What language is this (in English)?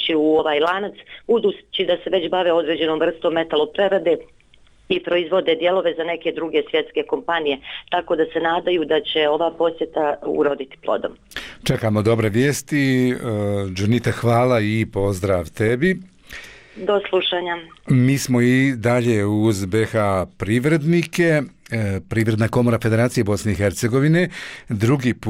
Bosnian